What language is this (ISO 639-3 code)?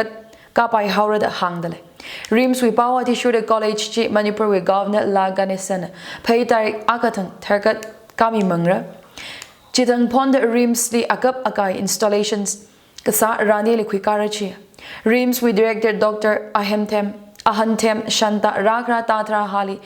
nmf